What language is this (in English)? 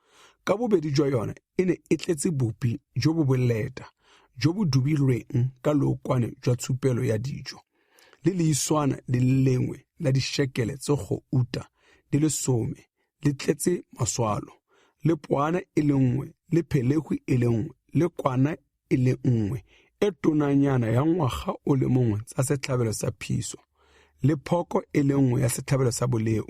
Tswana